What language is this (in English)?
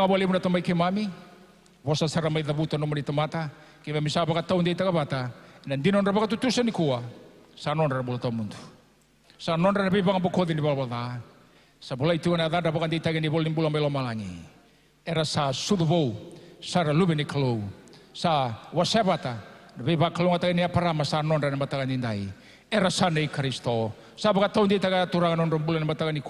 Fijian